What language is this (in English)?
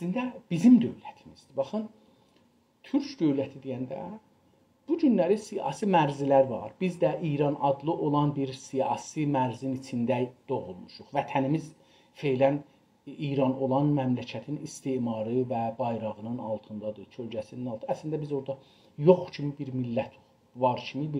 South Azerbaijani